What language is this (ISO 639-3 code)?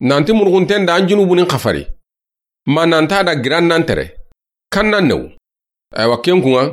snk